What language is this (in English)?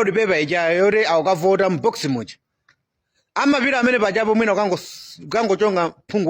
Nyanja